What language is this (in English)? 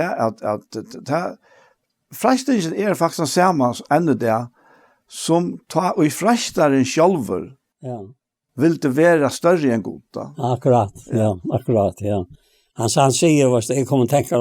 Faroese